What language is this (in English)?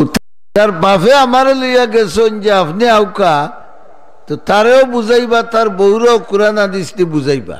Sylheti